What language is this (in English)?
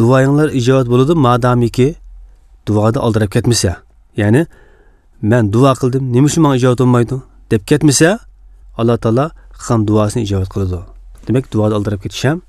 Uyghur